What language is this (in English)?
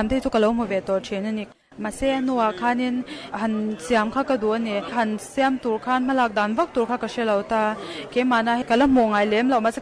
Mizo